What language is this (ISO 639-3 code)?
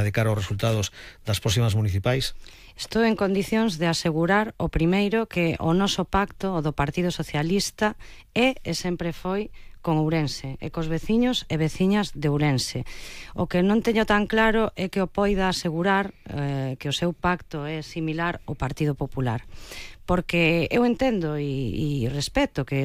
glg